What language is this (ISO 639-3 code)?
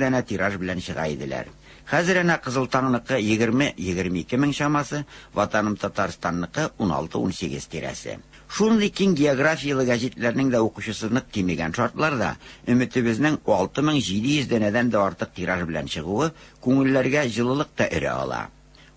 tat